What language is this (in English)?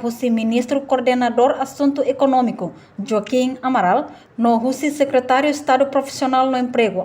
Tetum